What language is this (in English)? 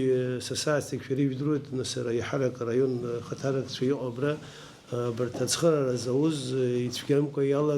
Abkhazian